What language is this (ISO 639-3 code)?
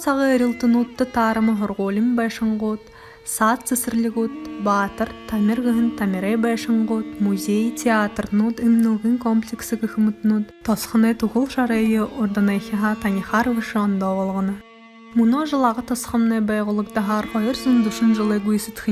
bua